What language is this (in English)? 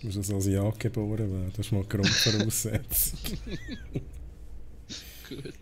Swiss German